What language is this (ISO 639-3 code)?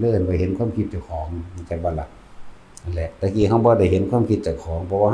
tts